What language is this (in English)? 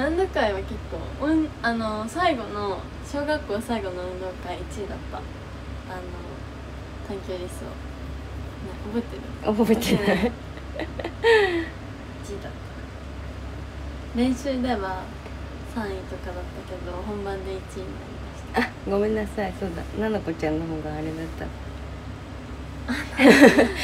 Japanese